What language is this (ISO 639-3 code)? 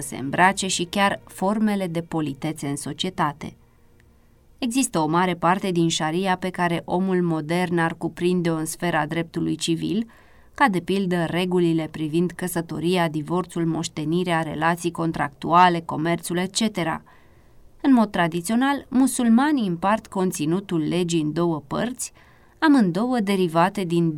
ron